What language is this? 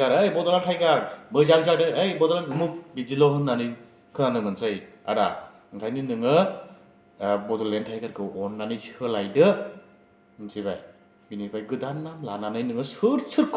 Bodo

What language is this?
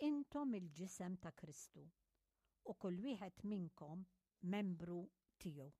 Maltese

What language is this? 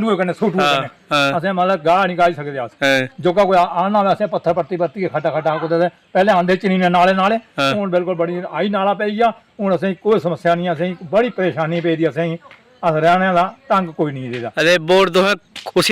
Dogri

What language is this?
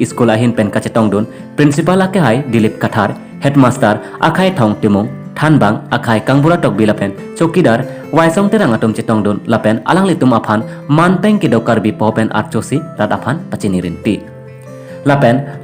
Karbi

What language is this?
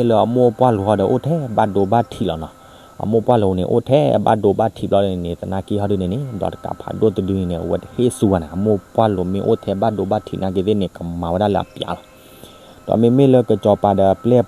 S'gaw Karen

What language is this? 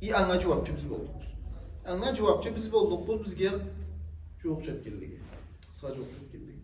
Karachay-Balkar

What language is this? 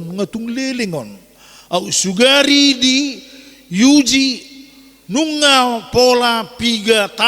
Batak Toba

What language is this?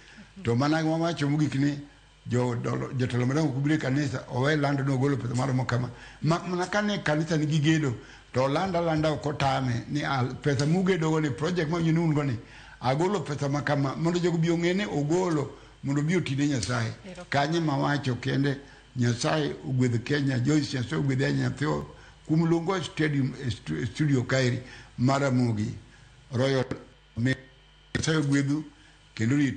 Luo (Kenya and Tanzania)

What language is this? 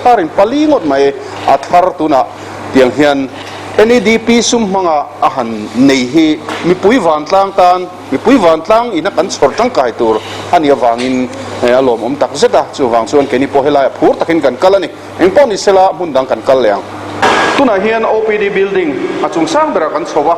Mizo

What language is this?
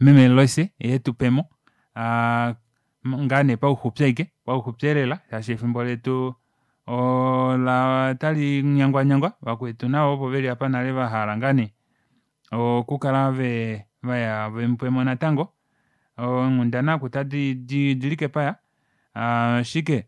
Kuanyama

